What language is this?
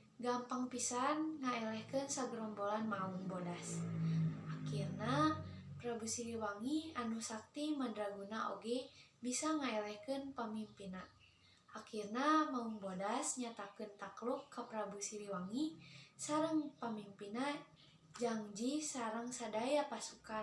Sundanese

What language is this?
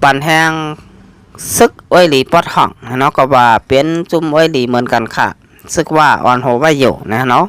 Shan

